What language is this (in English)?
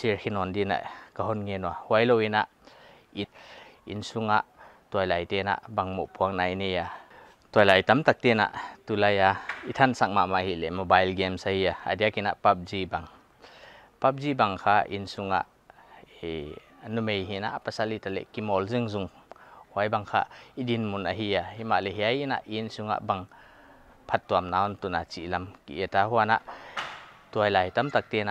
Paite Chin